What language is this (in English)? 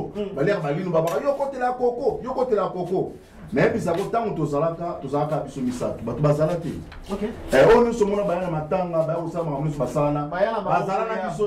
Lingala